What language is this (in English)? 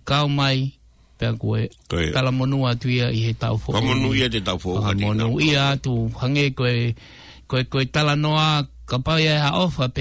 Tongan